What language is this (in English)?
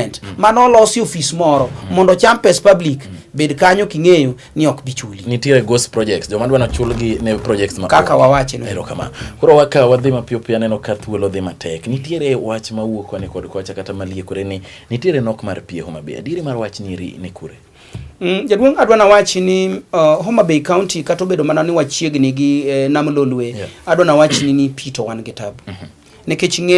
Luo (Kenya and Tanzania)